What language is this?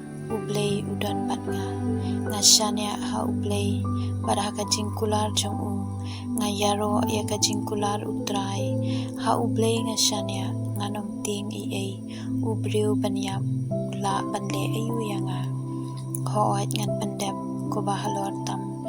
Khasi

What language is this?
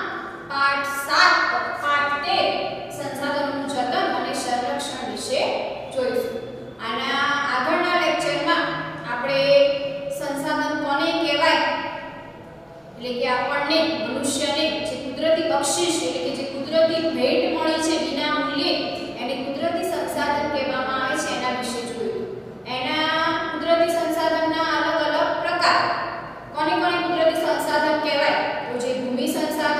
Gujarati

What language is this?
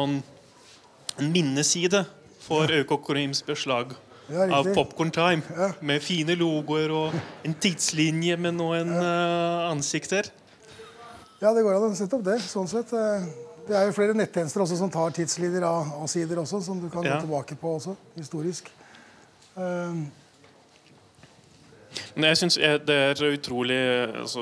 Norwegian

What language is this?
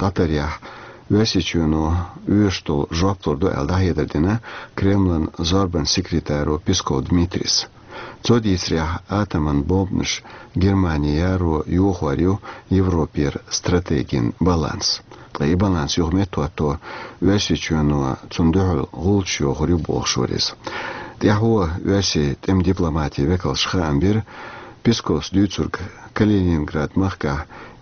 Chechen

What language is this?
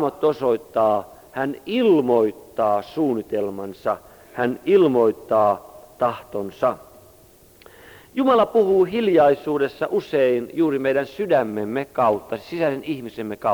Finnish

